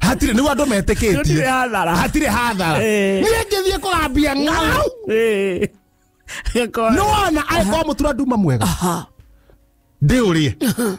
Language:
Kikuyu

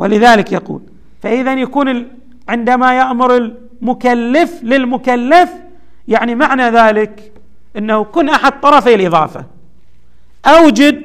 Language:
Arabic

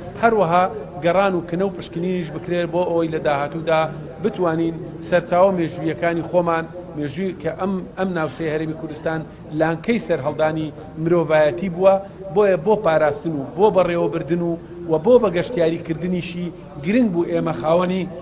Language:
Central Kurdish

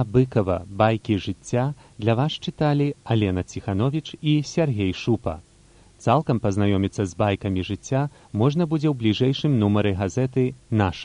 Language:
Belarusian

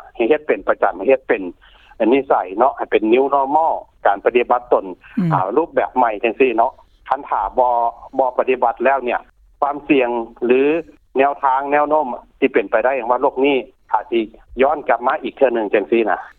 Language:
Lao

